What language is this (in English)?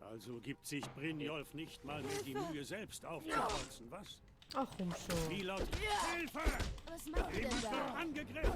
Swiss German